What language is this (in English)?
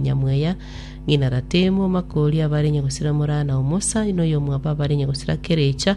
Gusii